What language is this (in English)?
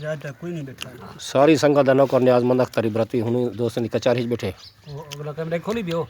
Saraiki